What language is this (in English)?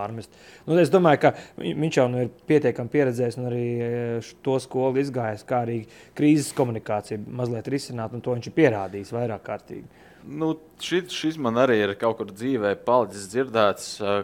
Latvian